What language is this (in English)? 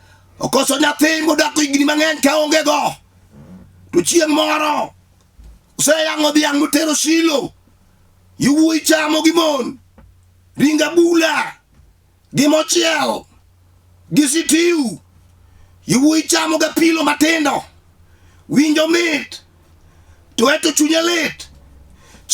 Luo (Kenya and Tanzania)